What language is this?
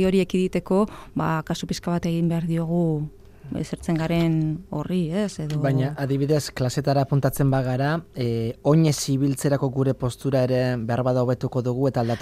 Basque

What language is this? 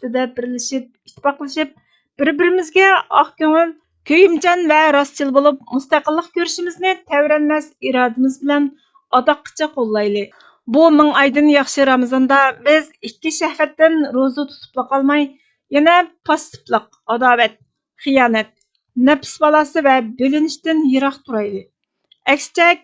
Uyghur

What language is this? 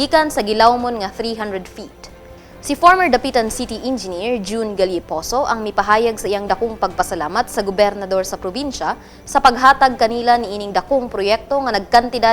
Cebuano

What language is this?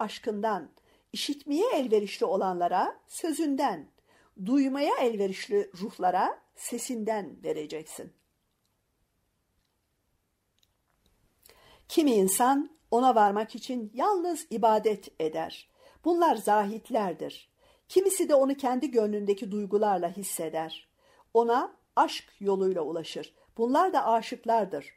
Turkish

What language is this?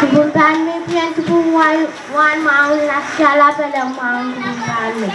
Pohnpeian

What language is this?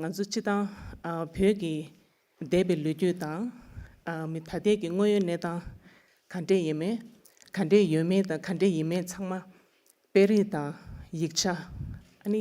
Tibetan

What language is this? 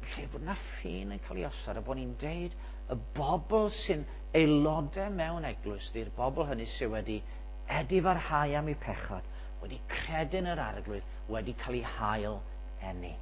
Welsh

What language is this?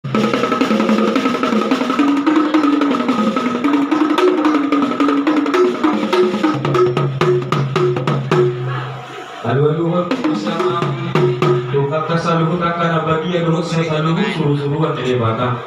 Batak Toba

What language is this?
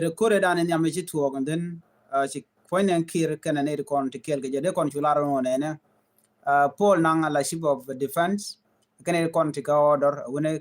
Nuer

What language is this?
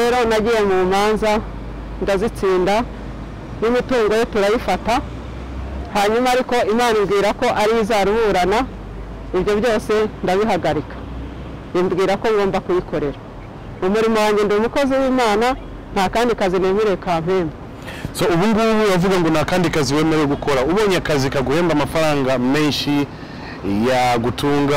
Kinyarwanda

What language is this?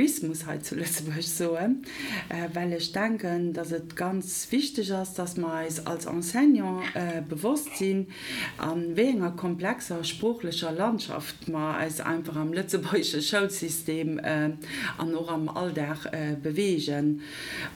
Luxembourgish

